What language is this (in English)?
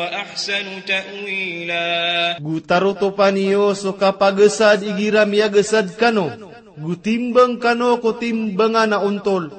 Maranao